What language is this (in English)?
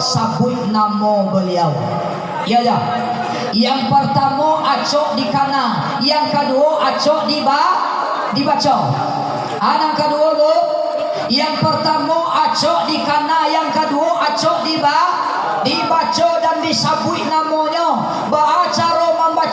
Minangkabau